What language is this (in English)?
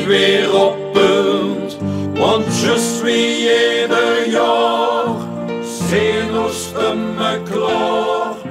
Limburgish